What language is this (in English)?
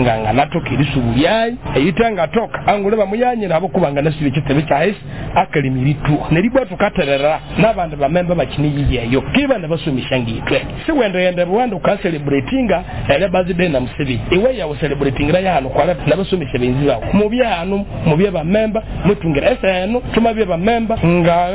Nyoro